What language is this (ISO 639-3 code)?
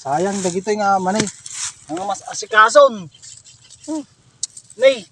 ilo